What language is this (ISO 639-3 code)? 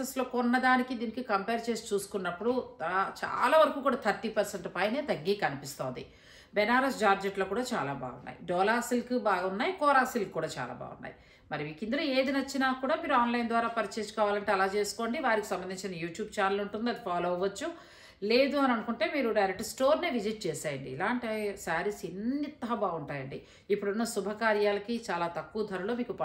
tel